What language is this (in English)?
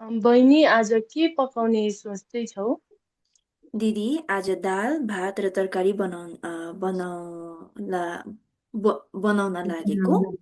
Nepali